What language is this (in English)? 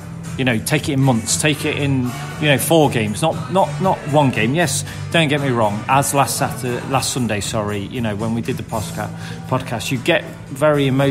English